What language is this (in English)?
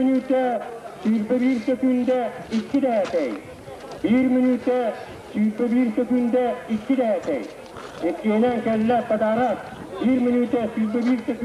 Yakut